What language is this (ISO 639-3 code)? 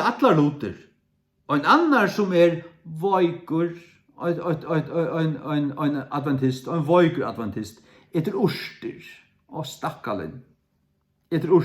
fao